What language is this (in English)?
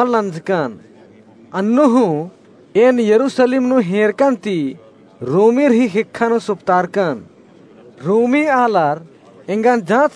Kurukh